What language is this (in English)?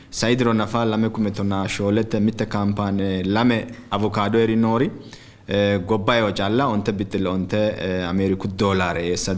Sidamo